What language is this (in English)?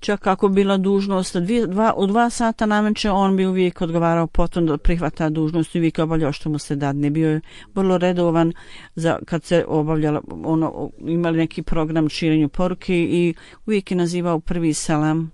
Bosnian